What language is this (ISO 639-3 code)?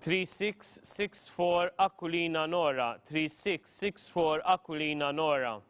eng